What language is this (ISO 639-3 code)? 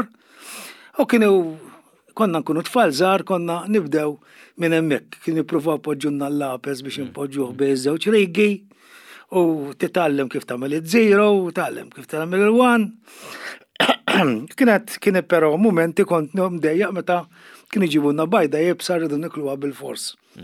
mlt